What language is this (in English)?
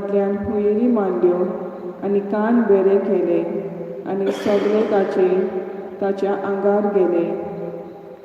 Konkani